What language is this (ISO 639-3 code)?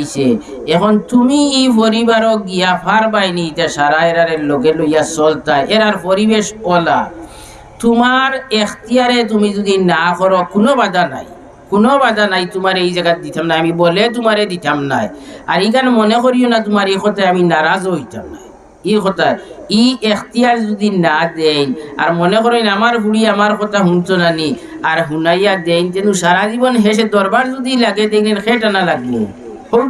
syl